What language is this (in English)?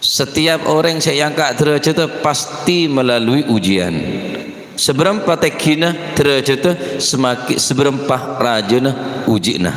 Madurese